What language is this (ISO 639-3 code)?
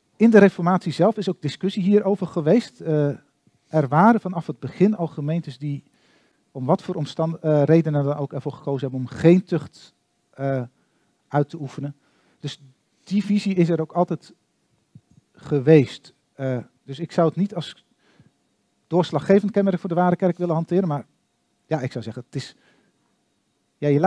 nld